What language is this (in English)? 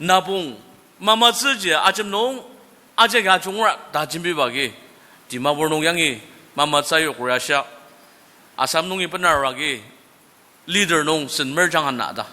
Ao Naga